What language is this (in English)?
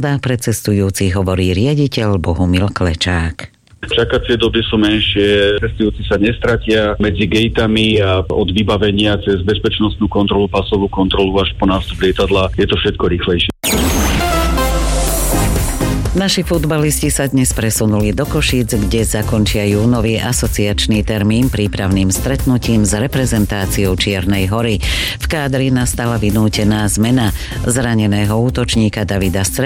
Slovak